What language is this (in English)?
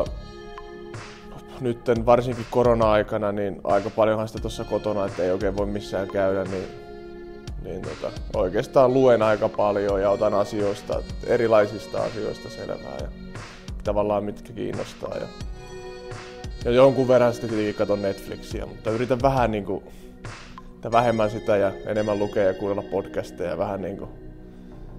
Finnish